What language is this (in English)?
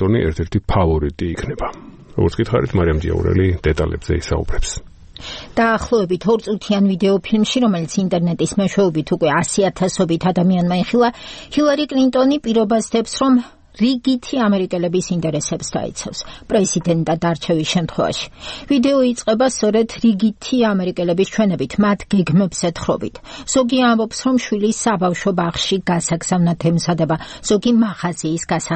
Georgian